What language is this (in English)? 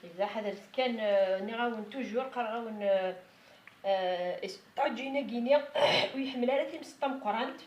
Kabyle